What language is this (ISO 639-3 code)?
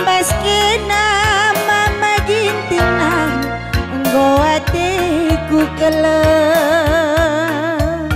btx